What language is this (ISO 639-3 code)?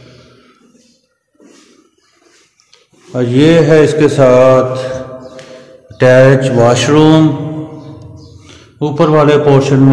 hin